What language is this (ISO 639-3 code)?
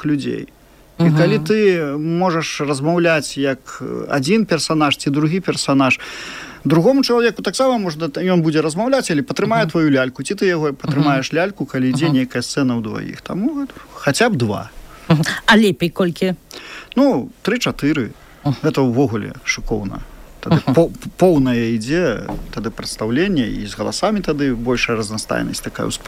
bel